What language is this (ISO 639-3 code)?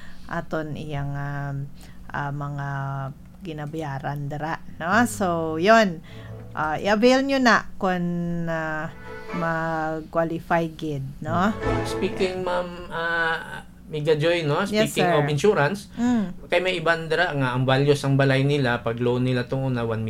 hil